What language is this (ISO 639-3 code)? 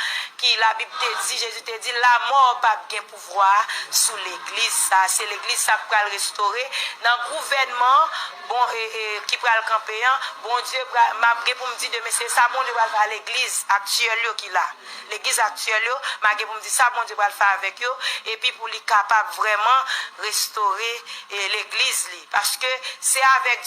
hat